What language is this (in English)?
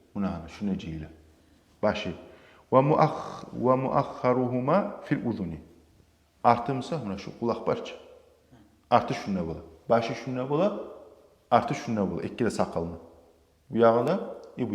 Kumyk